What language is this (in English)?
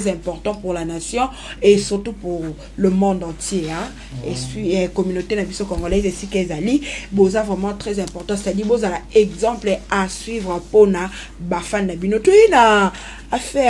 Lingala